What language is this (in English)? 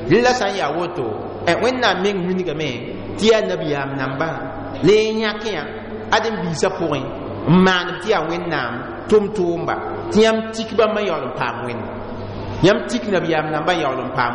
Mossi